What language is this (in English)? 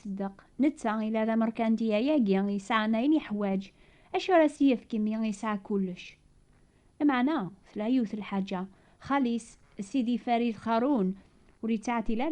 Kabyle